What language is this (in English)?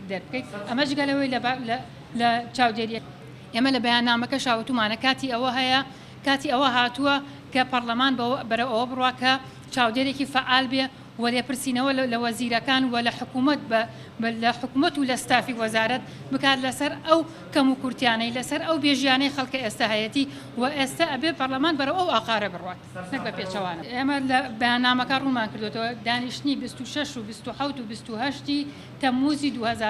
Central Kurdish